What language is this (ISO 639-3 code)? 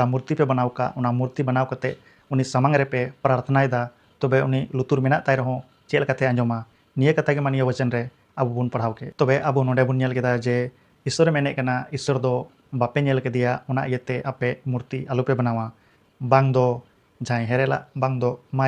sat